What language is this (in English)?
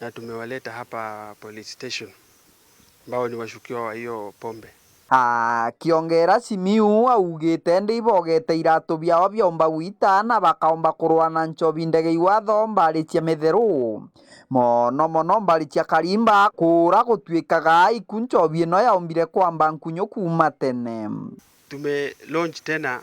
Meru